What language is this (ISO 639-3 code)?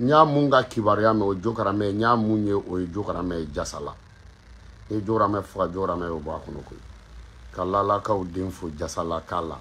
bam